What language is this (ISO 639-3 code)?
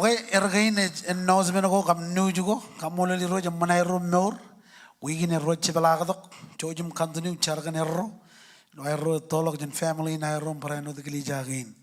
mah